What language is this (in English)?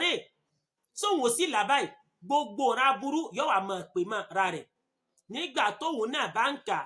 Yoruba